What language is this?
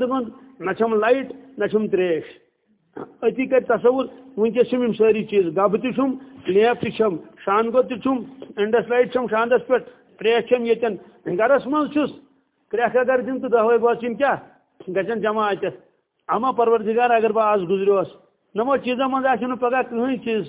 Kashmiri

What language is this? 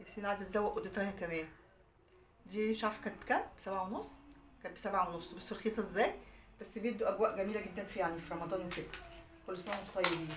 Egyptian Arabic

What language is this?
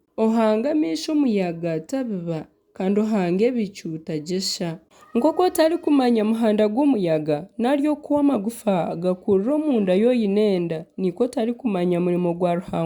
Nyankole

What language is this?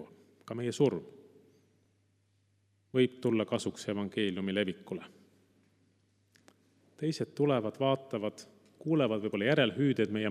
Estonian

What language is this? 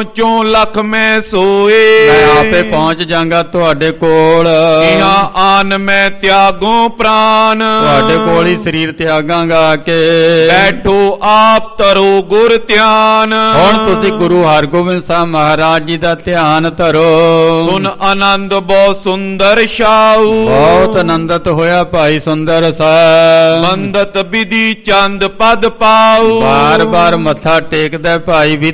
Punjabi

